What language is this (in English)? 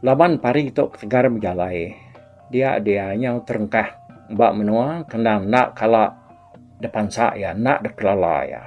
Iban